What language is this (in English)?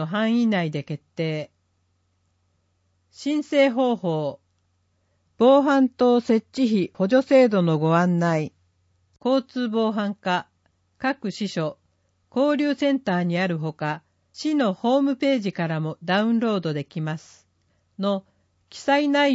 Japanese